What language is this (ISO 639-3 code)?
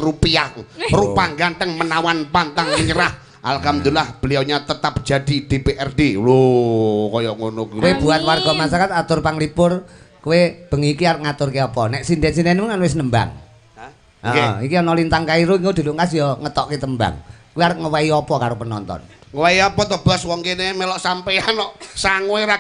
jav